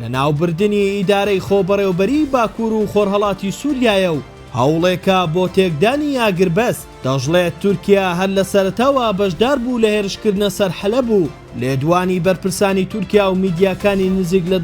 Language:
Central Kurdish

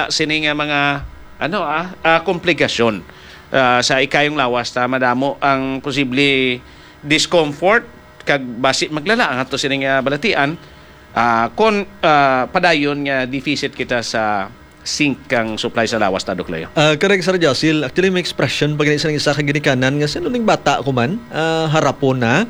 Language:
Hiligaynon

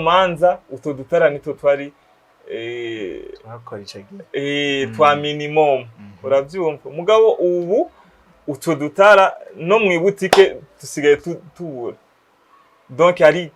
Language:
Rundi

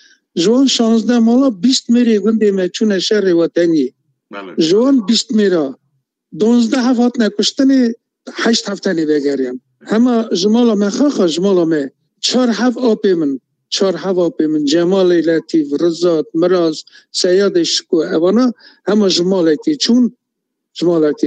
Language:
Kurdish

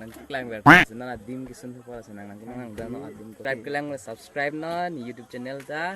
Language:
Karbi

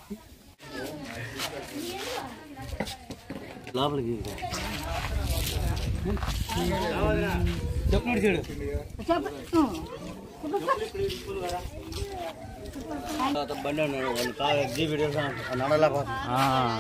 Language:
Telugu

